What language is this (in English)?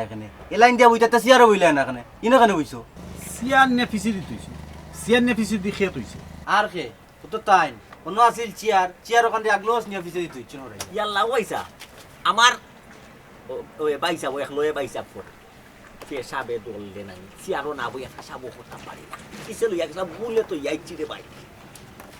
Sylheti